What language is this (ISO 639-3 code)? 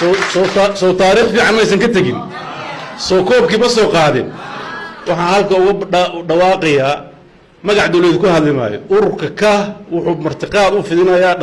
som